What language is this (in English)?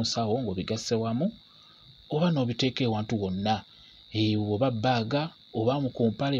Ganda